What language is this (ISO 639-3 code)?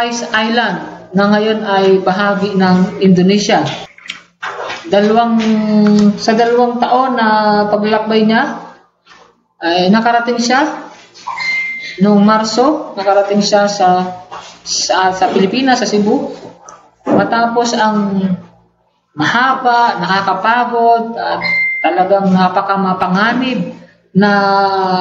fil